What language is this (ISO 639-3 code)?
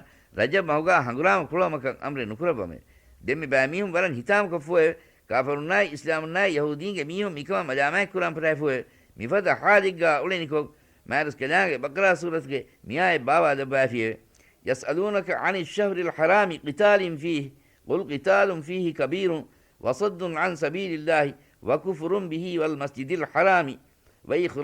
div